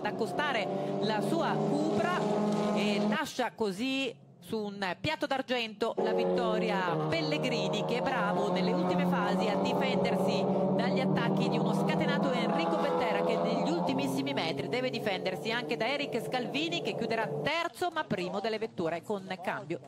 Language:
Italian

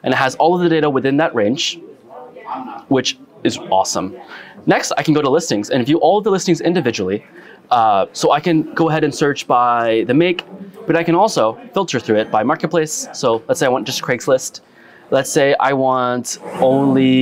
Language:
English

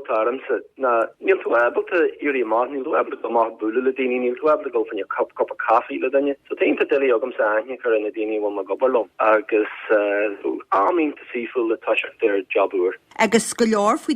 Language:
Irish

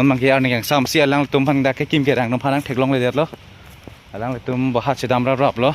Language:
Karbi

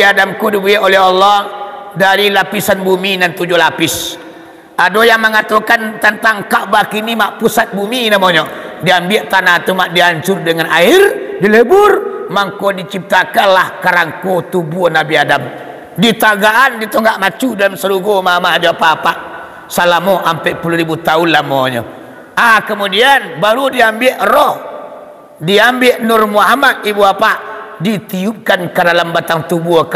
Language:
Minangkabau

